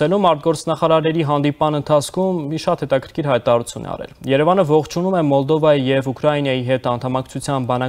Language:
Armenian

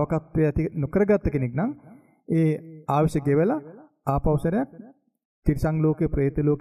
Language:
Sinhala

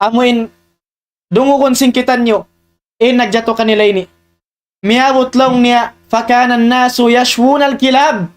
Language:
Tausug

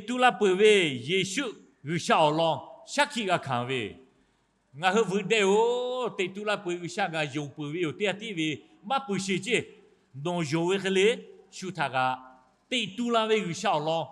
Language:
Lahu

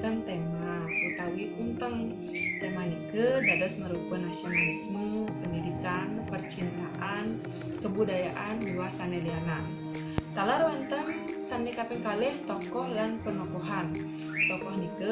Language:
Balinese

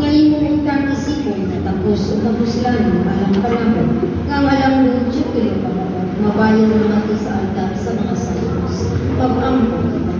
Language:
Cebuano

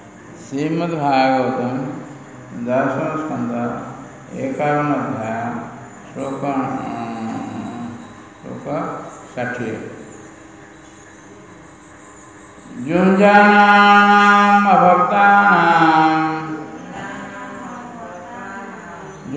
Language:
Odia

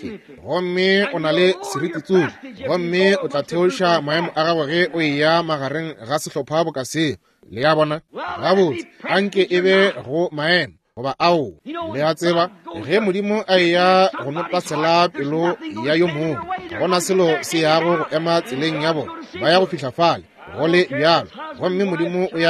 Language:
Northern Sotho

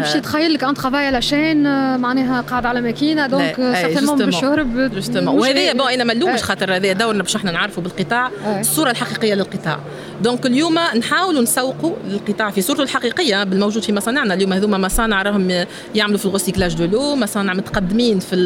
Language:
Tunisian Arabic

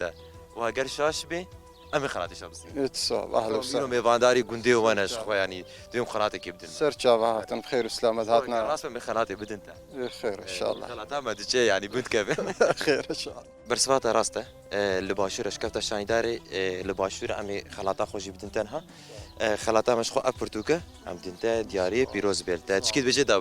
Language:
Kurdish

